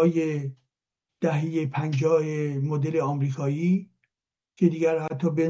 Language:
Persian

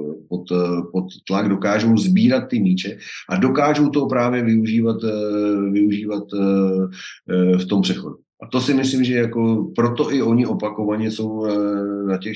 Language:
Czech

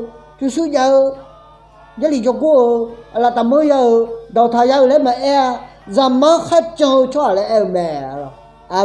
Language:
Akha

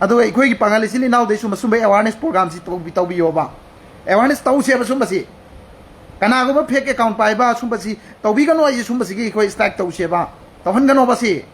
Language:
Manipuri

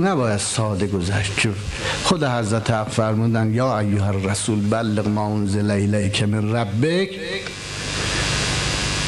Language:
Persian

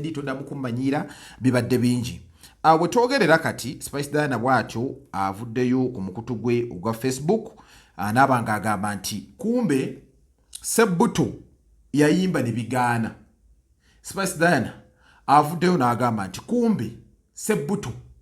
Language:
Ganda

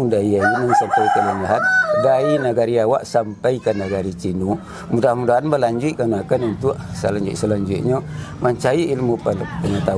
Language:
Minangkabau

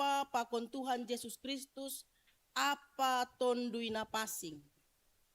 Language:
Batak Simalungun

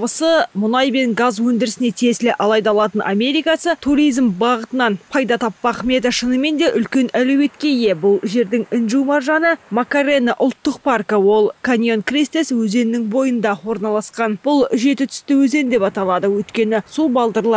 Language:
Kazakh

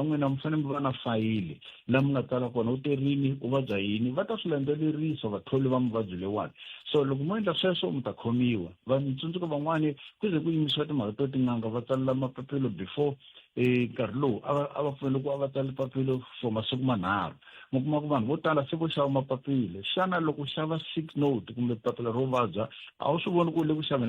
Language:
Tsonga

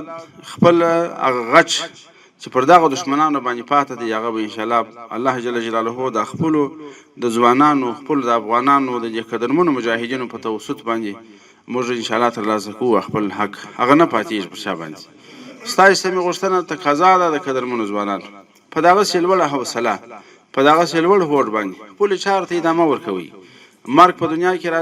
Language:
Pashto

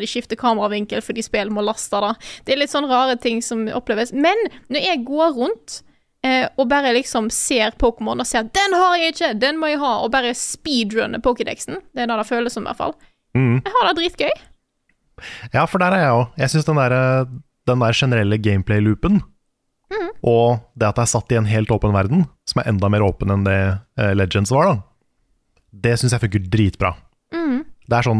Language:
Norwegian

